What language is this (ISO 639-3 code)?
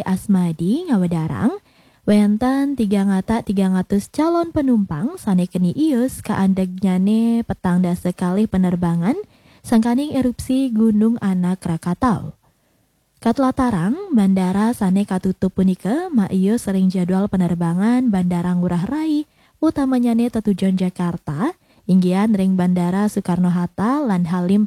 ban